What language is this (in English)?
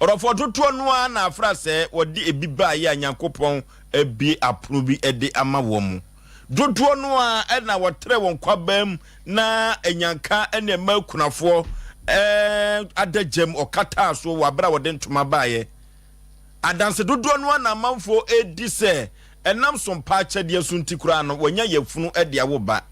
Akan